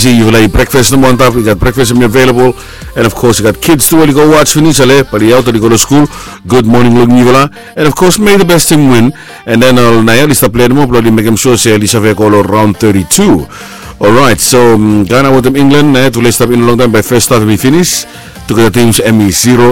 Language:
Bislama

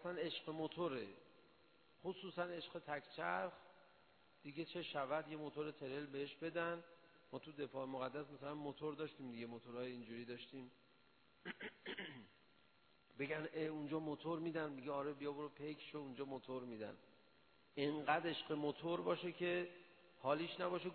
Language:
Persian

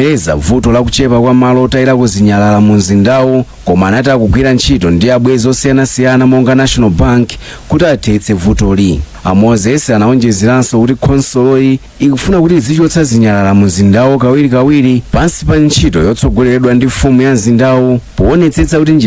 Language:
Nyanja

